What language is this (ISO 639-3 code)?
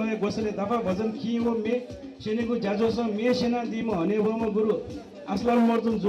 new